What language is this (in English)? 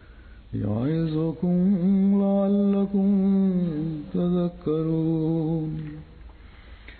Bangla